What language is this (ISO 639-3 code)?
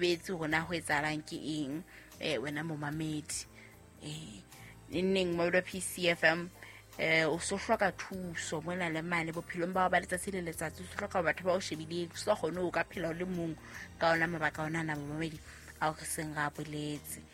sot